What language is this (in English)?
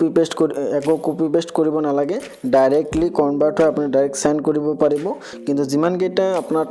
Assamese